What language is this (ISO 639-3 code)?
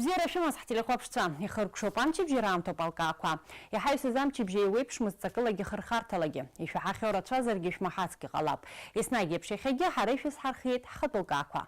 abk